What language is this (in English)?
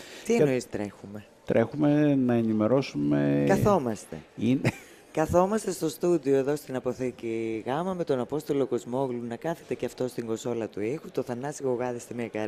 Greek